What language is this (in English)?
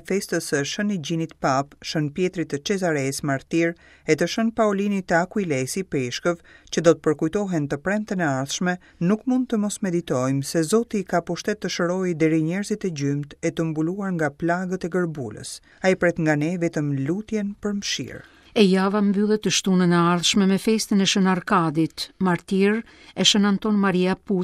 Albanian